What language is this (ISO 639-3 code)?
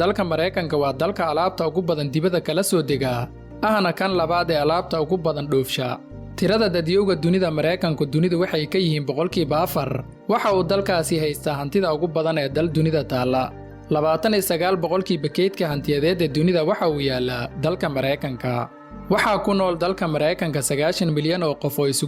som